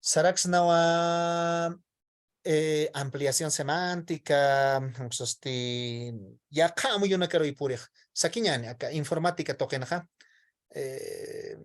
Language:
Aymara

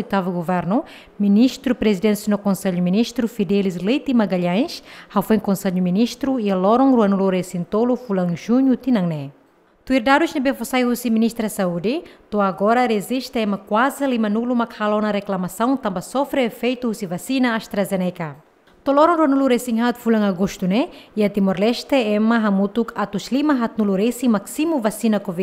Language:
Tetum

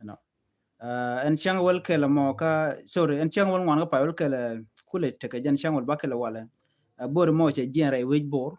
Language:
Nuer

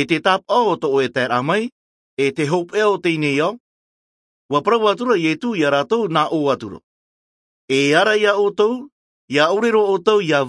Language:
Tahitian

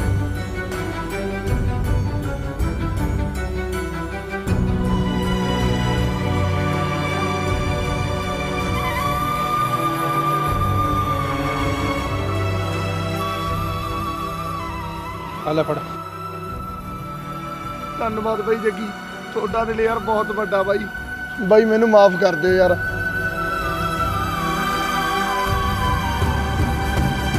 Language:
Punjabi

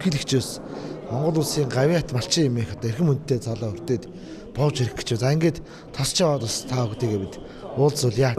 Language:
Mongolian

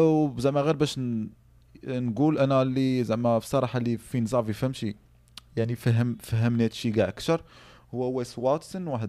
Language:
Moroccan Arabic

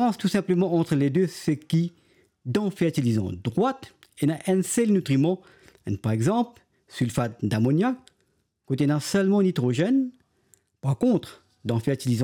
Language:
Morisyen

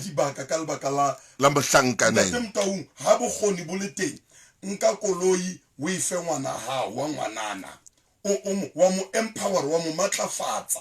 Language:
Southern Sotho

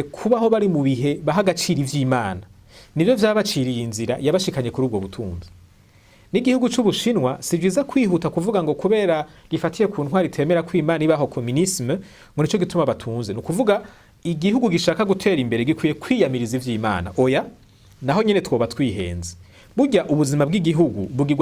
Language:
Rundi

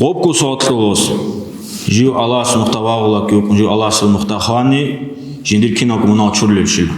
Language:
Avaric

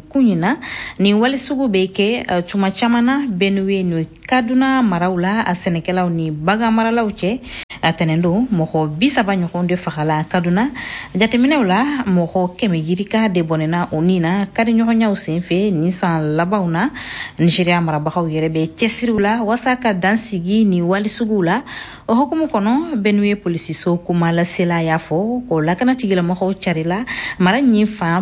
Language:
Bambara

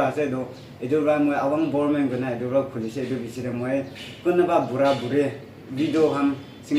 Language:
Naga Pidgin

